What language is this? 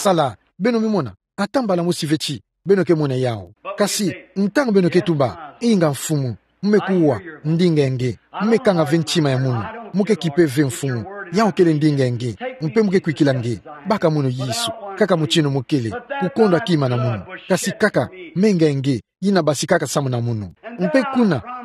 Kituba (Democratic Republic of Congo)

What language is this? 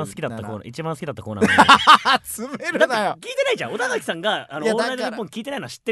Japanese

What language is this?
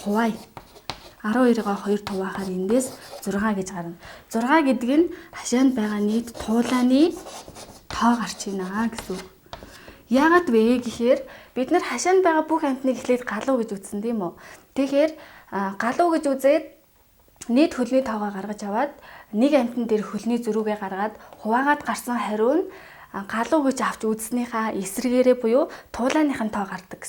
Mongolian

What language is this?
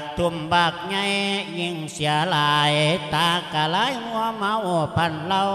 Lao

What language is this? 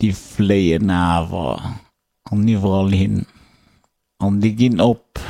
Luxembourgish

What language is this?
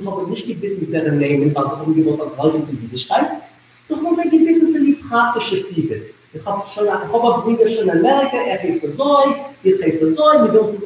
Yiddish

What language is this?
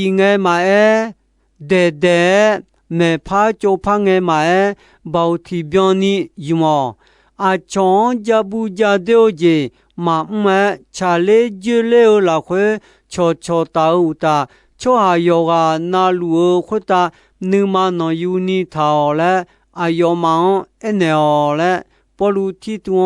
Akha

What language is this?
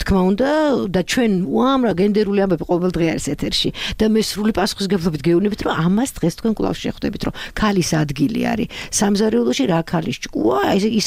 Georgian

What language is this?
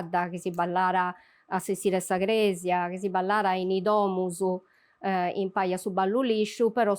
Sardinian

